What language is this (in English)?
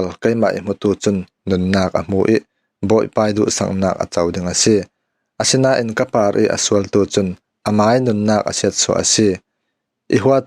Falam Chin